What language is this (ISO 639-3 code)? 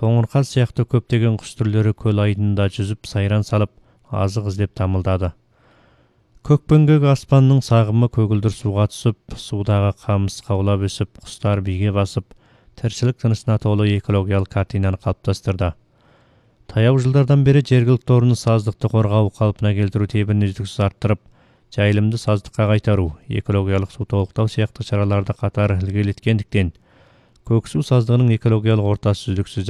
kaz